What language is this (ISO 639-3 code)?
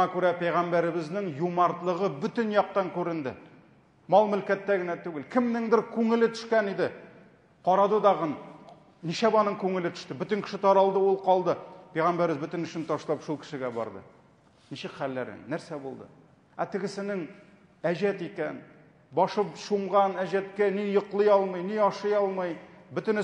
tat